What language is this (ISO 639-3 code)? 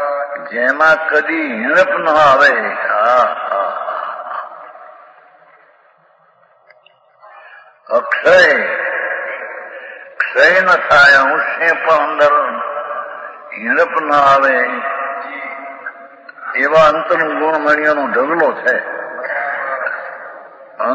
guj